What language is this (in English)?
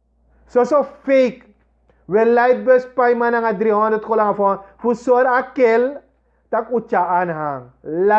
Sranan Tongo